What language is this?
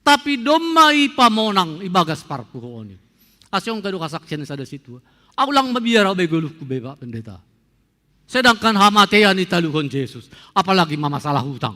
Batak Simalungun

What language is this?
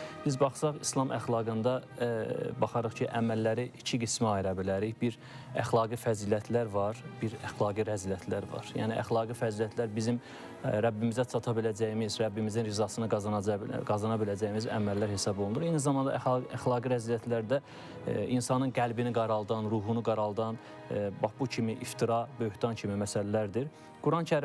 Azerbaijani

